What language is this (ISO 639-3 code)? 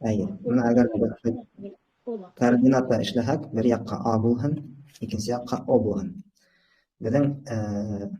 bak